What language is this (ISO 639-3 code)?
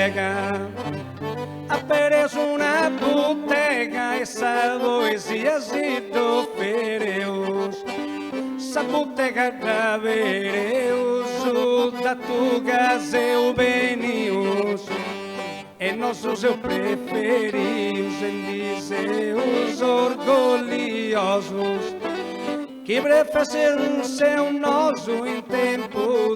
srd